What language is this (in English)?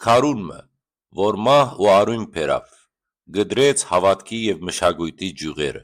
Western Armenian